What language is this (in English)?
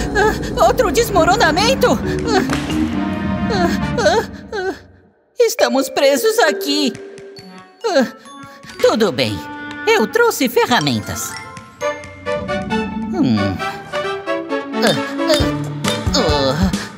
Portuguese